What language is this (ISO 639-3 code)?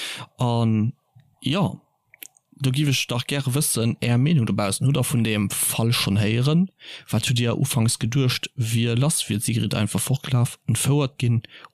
ltz